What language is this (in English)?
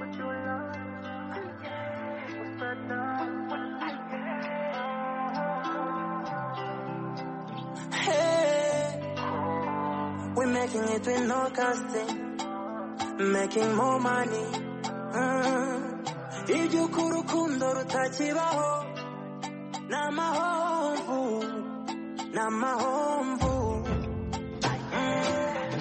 Kinyarwanda